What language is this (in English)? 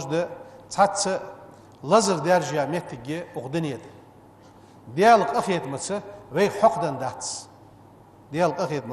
Ingush